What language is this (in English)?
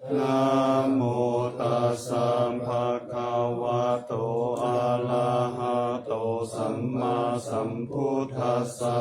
Pali